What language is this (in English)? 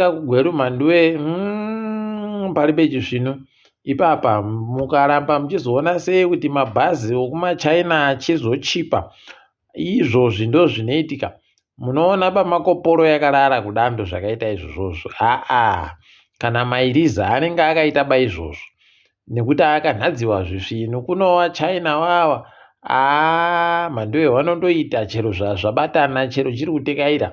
Ndau